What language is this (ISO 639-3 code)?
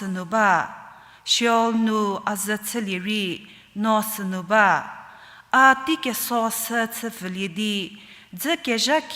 njm